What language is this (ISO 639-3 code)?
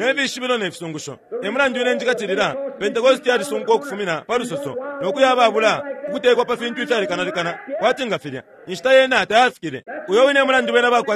bem